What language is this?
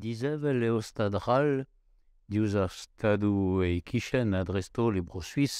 Breton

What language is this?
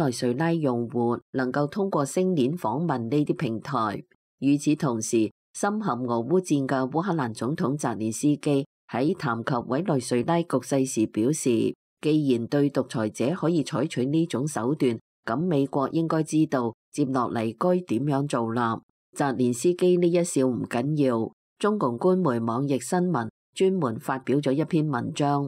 Cantonese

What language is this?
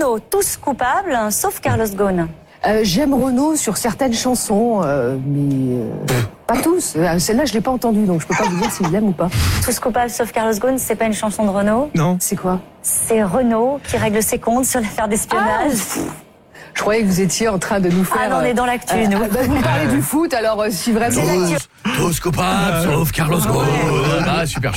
French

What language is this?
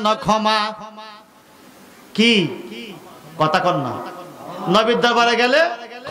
Bangla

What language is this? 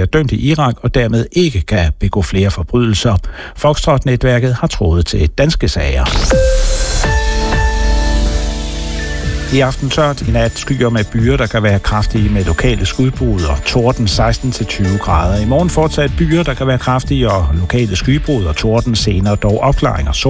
Danish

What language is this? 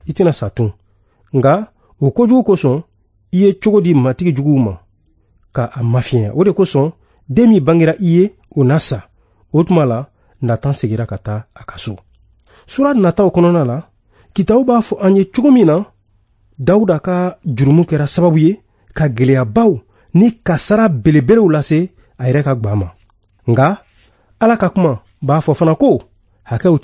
Bambara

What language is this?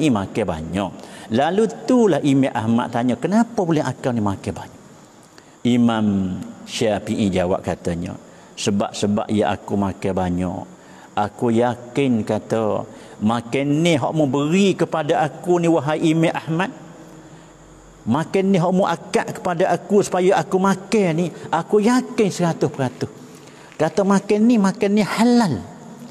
Malay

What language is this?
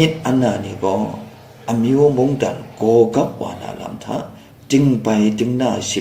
Kachin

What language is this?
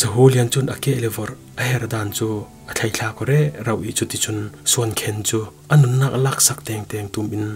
Falam Chin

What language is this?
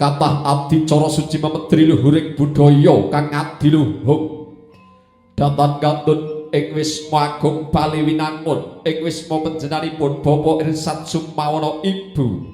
Javanese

